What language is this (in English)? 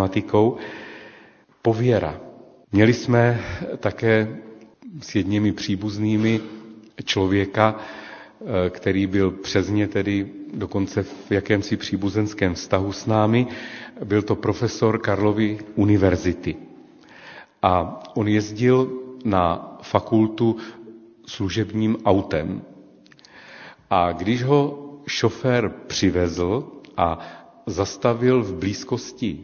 Czech